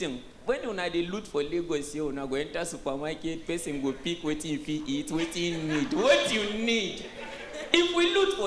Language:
Nigerian Pidgin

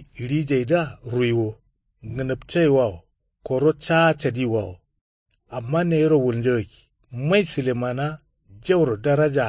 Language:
Kanuri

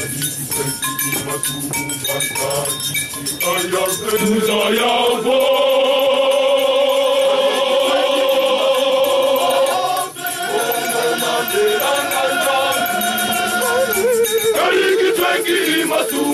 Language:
Swahili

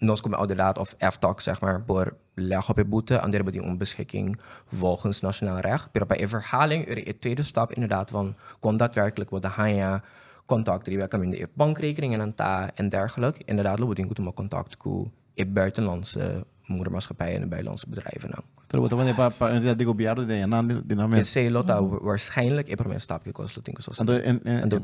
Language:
Papiamento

